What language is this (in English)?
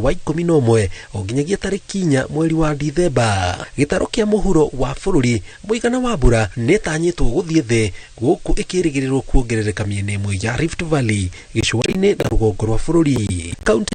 Kikuyu